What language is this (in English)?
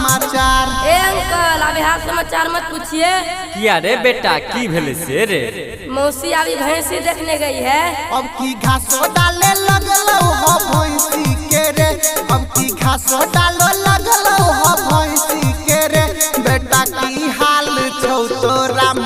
Maithili